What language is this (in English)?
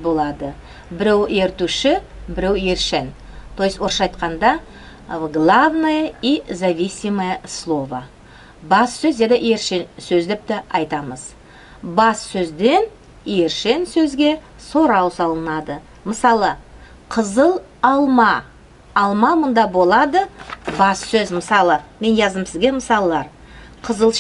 Nogai